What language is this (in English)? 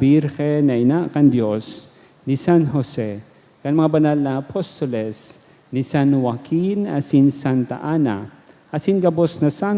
Bikol